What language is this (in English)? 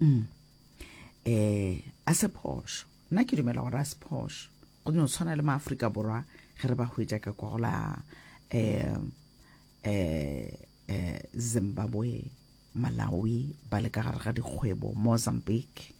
Northern Sotho